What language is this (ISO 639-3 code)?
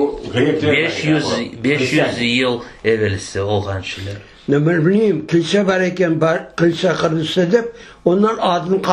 crh